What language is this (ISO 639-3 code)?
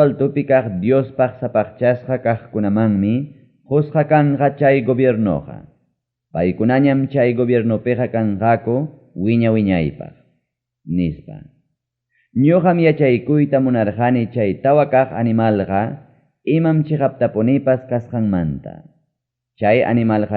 quy